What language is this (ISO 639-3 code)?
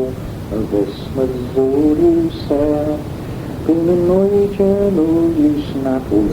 glv